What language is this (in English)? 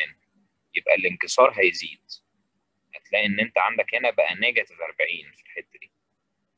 Egyptian Arabic